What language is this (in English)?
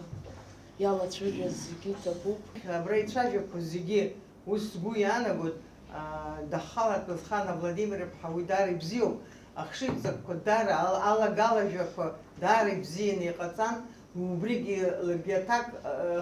Abkhazian